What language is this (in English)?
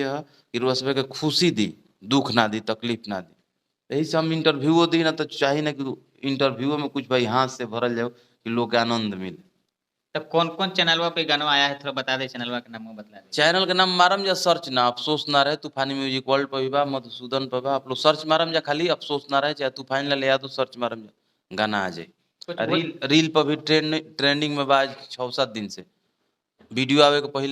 Bhojpuri